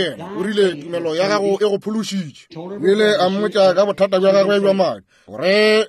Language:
Northern Sotho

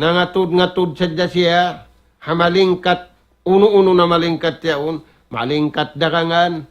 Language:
Tausug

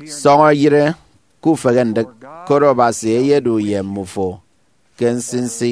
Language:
Efik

